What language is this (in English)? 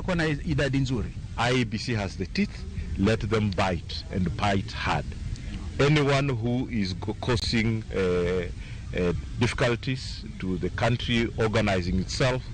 Luo (Kenya and Tanzania)